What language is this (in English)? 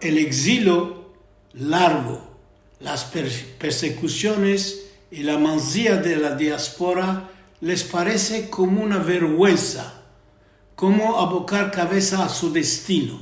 Ladino